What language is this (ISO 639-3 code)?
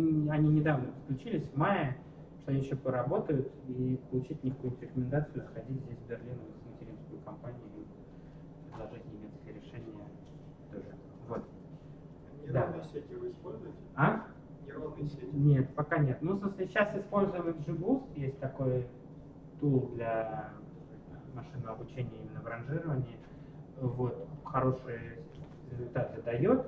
rus